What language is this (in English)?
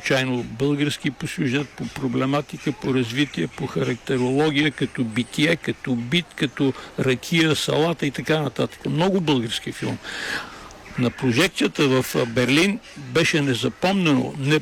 Bulgarian